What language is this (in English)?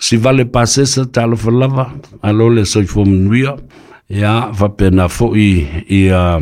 Samoan